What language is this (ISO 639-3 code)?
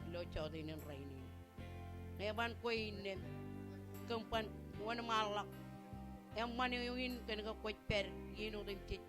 mah